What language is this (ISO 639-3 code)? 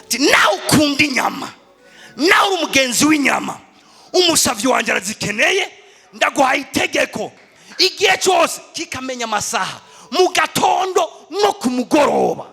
run